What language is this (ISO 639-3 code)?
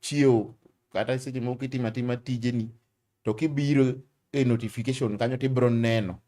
luo